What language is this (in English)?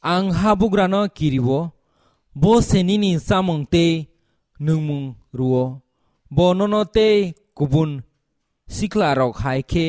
Kok Borok